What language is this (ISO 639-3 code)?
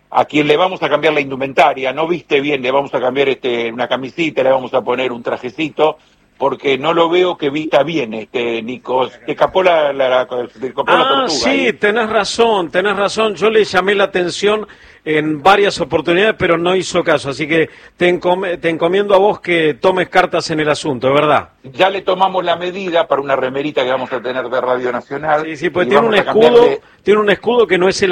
spa